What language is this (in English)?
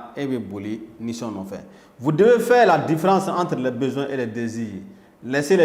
Bambara